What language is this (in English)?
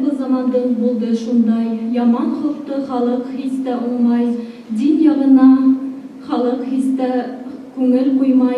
Bashkir